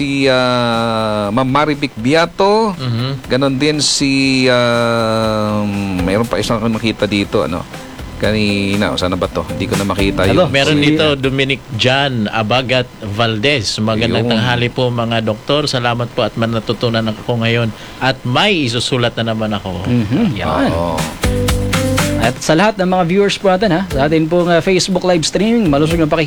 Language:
Filipino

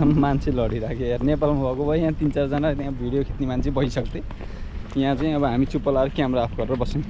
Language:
Nepali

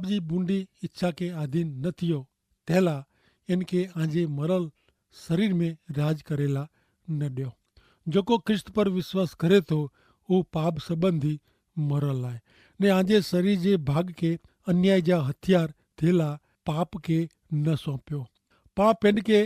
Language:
Kachhi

